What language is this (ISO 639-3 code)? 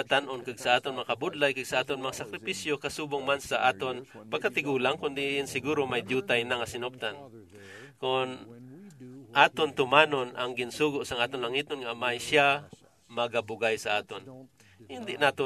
hil